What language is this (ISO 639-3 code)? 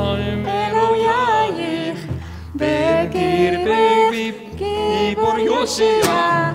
fin